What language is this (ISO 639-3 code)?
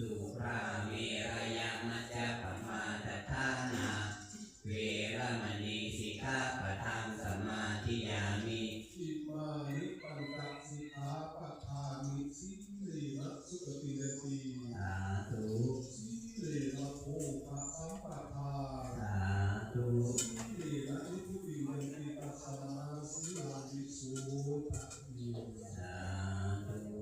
pli